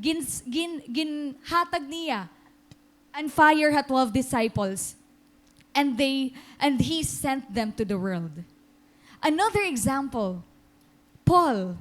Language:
Waray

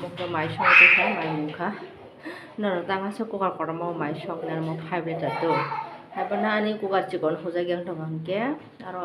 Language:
Kok Borok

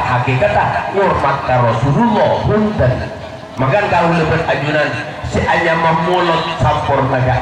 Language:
Madurese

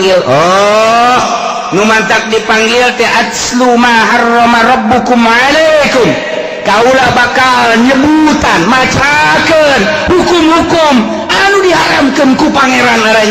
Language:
Sundanese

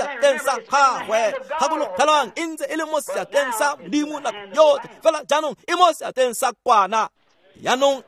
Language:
Tswana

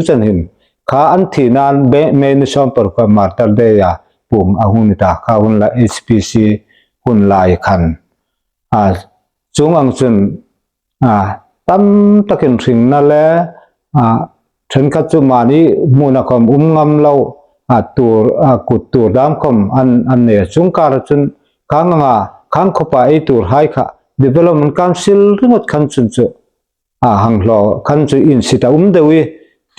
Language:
Hmar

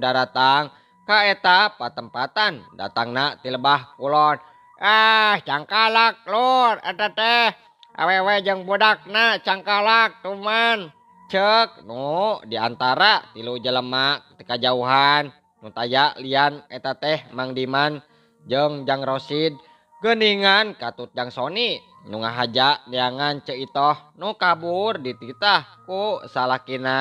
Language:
Sundanese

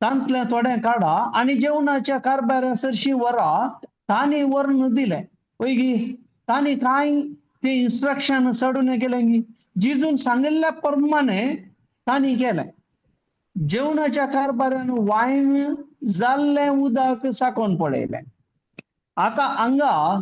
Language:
Konkani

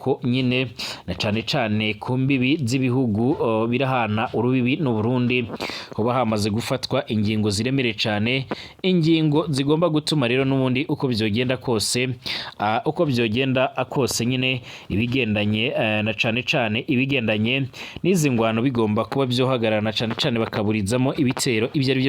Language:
Rundi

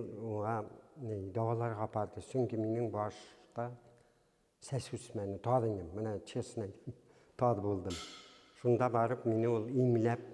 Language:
Bashkir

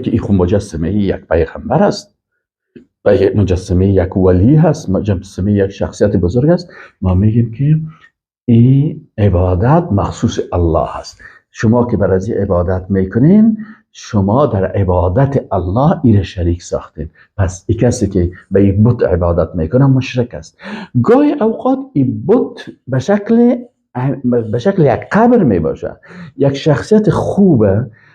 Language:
Persian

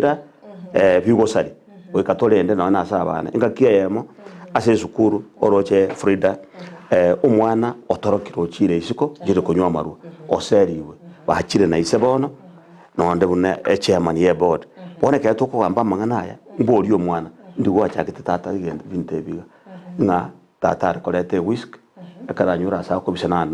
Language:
Gusii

